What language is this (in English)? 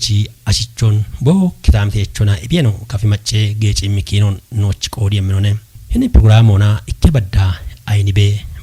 Kafa